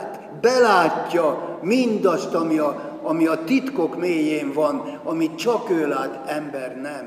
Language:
Hungarian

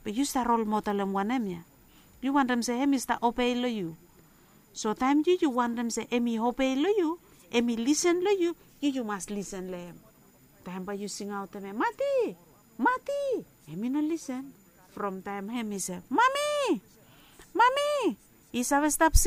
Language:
Bislama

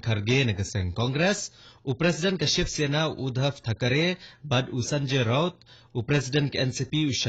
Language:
Khasi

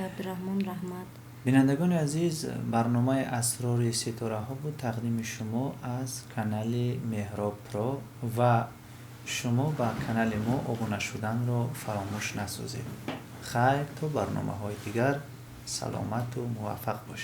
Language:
Tajik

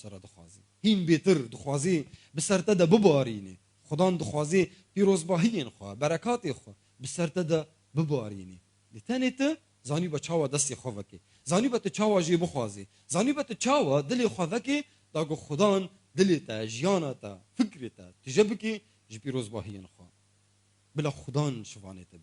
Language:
Kurdish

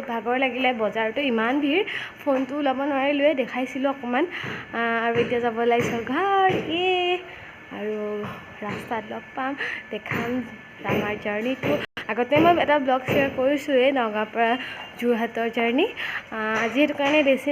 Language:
Assamese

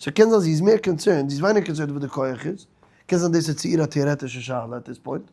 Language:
Yiddish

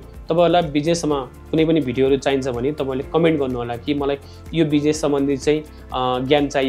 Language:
Nepali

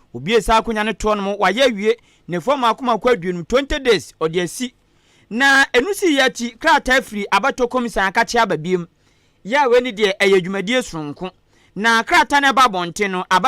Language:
Akan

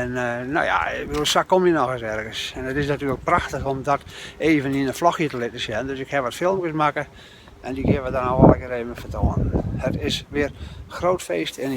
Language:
Western Frisian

